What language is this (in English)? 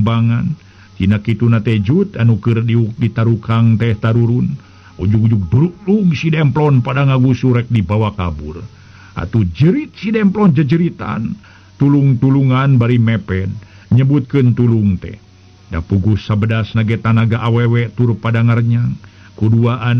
Sundanese